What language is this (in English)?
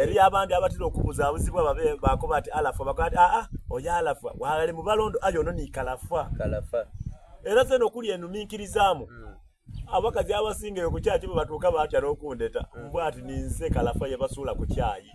Soga